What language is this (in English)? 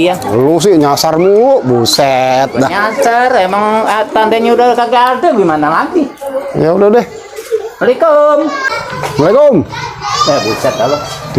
Betawi